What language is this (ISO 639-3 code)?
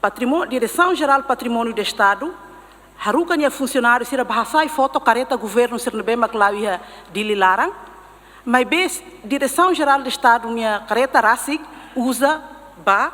tet